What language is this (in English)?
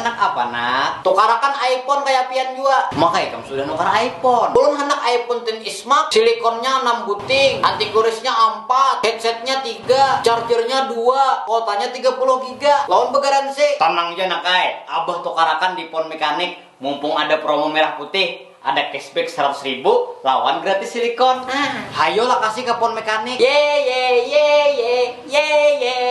Banjar